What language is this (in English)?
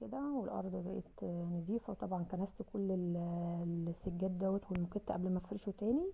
Egyptian Arabic